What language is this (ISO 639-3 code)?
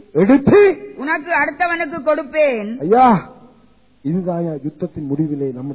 tam